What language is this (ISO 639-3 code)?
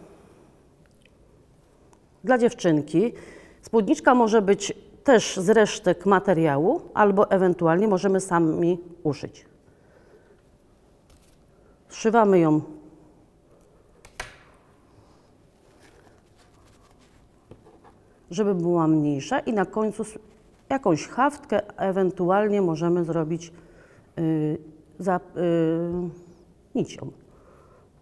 pol